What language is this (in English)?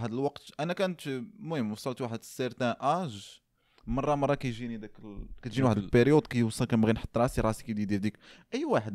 Moroccan Arabic